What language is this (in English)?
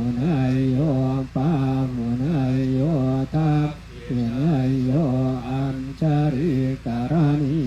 Pali